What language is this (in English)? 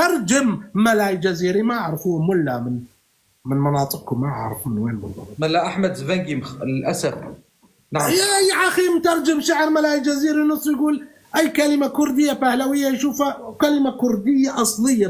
North Levantine Arabic